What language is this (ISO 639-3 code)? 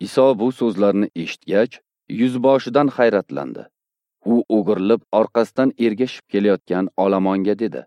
uzb